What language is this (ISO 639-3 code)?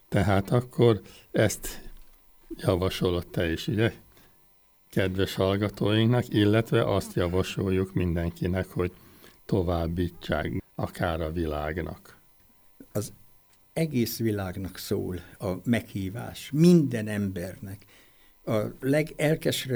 hun